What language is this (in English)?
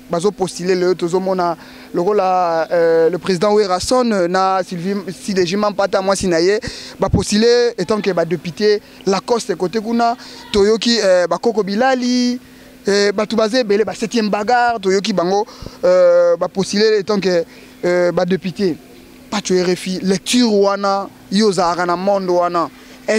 Lingala